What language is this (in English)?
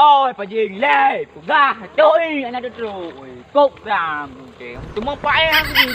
Achinese